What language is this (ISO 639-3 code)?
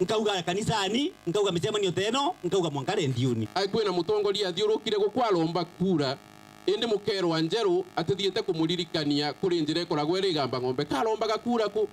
mer